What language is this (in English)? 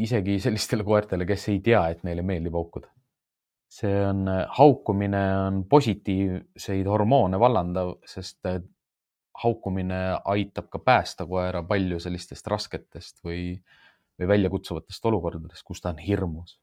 Estonian